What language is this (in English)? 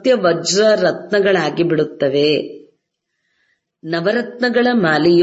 Kannada